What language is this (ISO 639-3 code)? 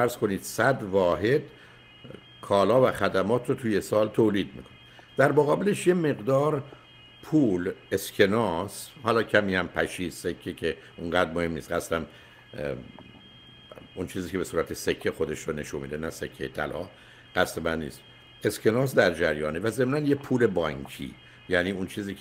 fas